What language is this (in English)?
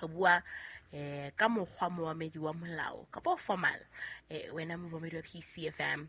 Southern Sotho